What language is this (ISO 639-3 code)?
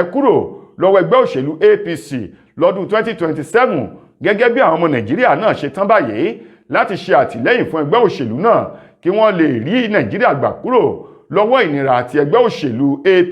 yor